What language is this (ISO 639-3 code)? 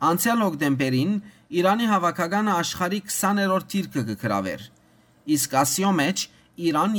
hyw